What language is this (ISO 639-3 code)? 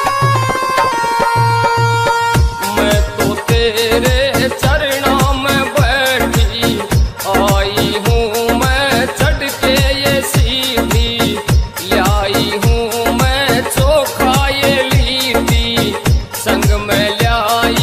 bho